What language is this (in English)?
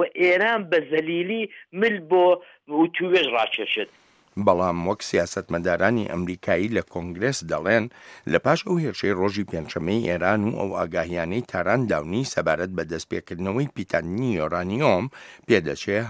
Central Kurdish